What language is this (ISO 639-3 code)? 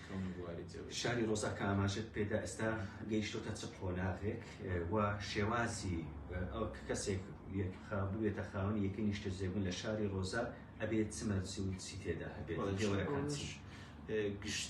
ckb